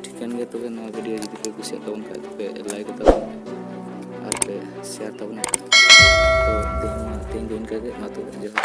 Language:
Santali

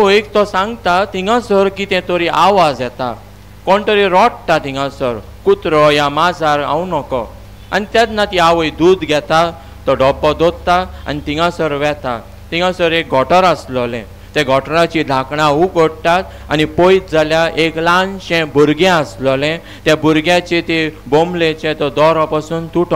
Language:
Konkani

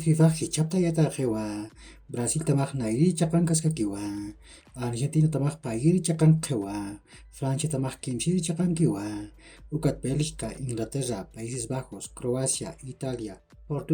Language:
Aymara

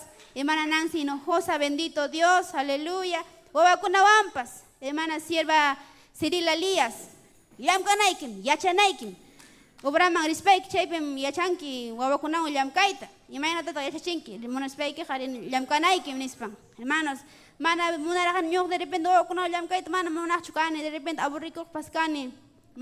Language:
Ayacucho Quechua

